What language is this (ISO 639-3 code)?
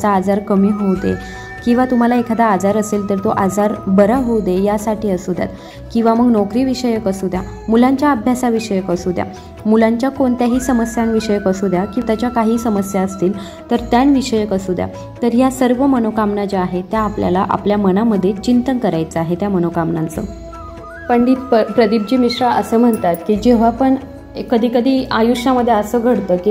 mar